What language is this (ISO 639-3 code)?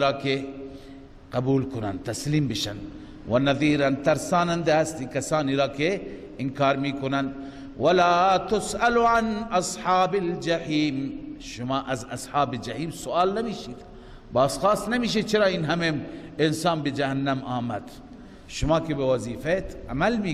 fas